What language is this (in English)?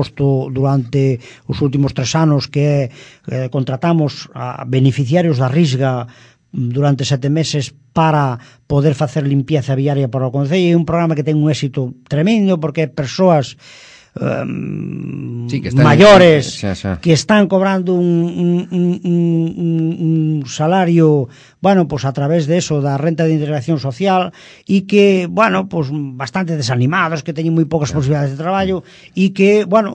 Galician